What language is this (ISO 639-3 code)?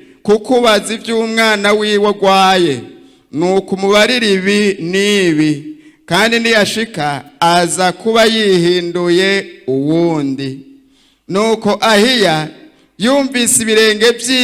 run